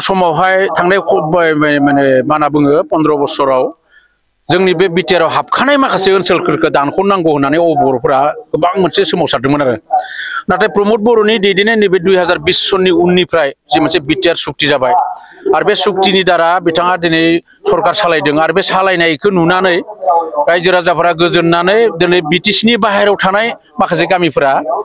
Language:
Bodo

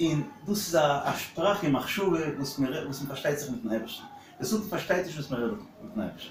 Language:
Yiddish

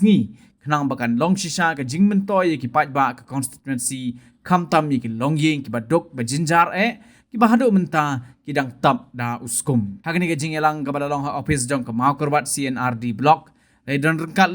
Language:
Khasi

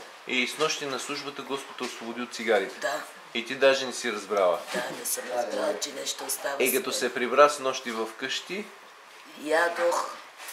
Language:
Bulgarian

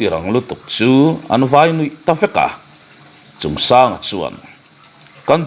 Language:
Mizo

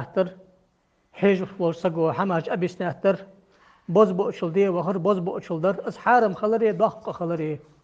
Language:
Ingush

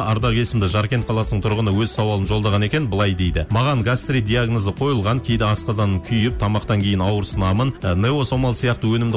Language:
Kazakh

